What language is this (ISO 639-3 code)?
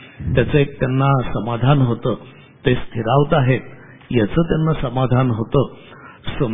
mar